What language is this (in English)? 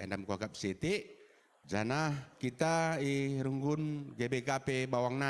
Batak Karo